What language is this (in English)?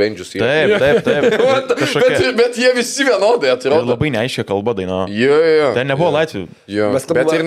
Lithuanian